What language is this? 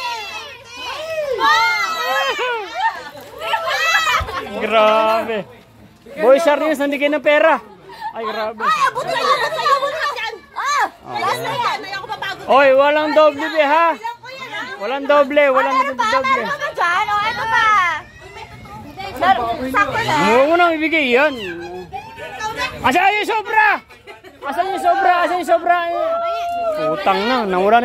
Filipino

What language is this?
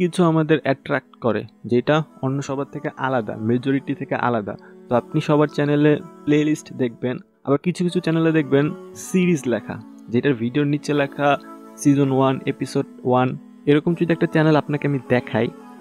Bangla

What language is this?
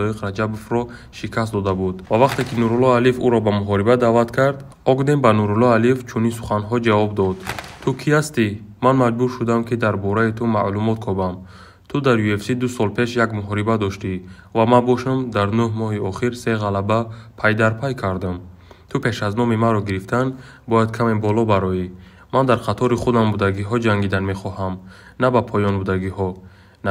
Tajik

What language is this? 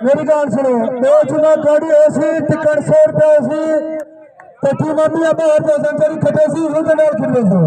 Saraiki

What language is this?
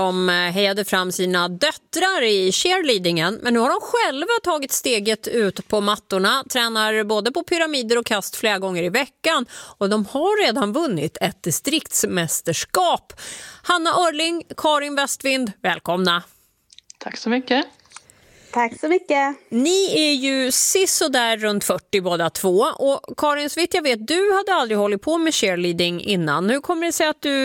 Swedish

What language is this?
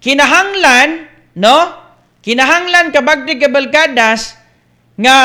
Cebuano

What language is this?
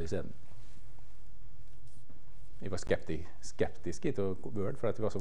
Norwegian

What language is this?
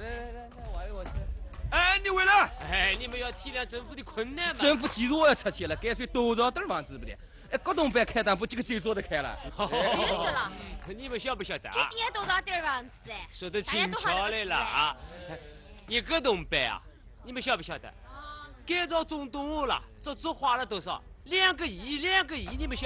Wu Chinese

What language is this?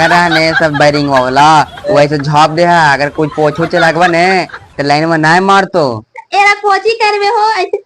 Magahi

